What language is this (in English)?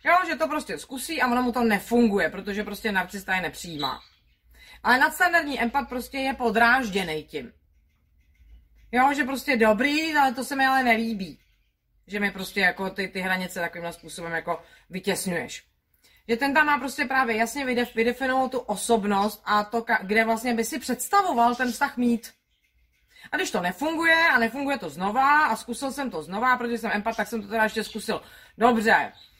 Czech